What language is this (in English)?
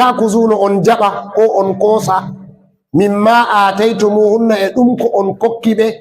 Fula